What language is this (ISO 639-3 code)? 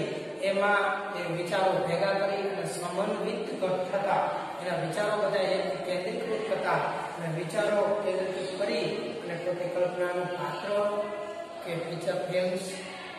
guj